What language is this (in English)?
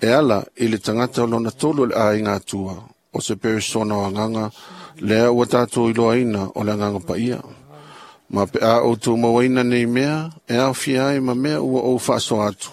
Samoan